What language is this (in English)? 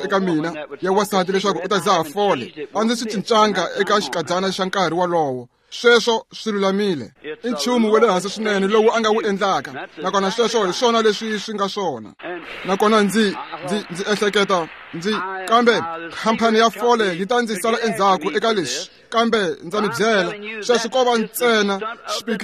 Tsonga